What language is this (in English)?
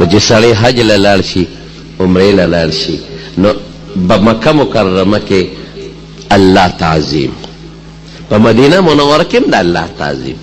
Pashto